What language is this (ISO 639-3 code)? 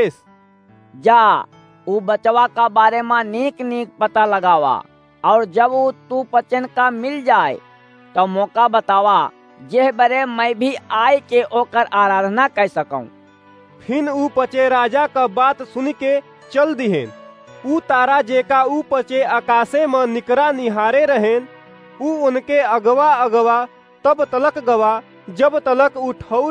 awa